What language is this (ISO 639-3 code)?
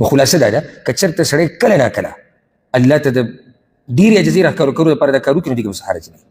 pus